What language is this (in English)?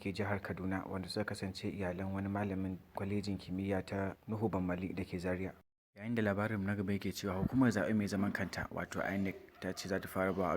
Hausa